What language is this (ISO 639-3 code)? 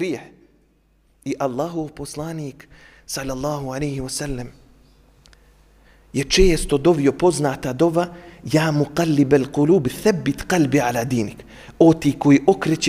bos